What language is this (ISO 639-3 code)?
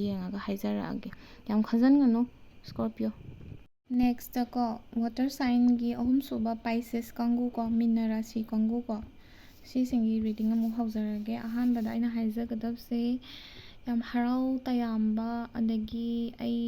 mni